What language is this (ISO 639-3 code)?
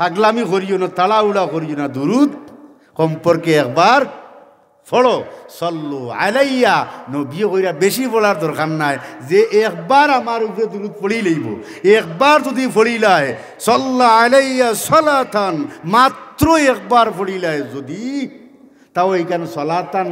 syl